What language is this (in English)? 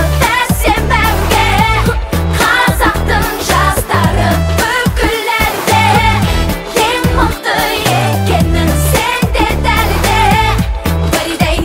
Kazakh